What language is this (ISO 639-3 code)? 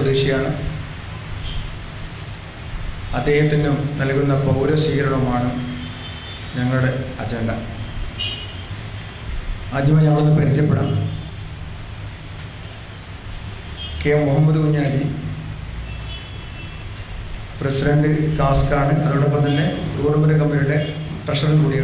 mal